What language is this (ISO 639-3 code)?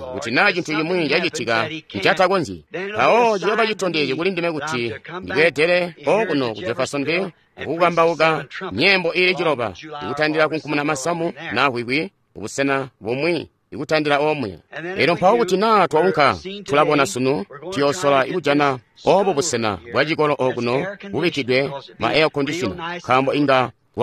toi